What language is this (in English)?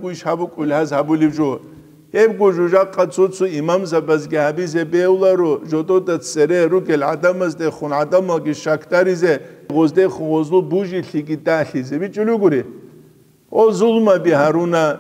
Avaric